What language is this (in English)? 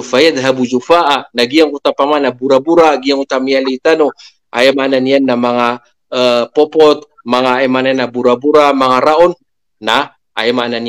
Maranao